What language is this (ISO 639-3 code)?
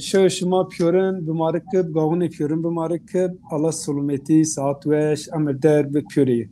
zza